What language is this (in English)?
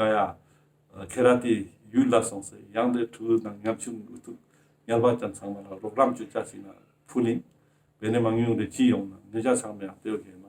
Ladakhi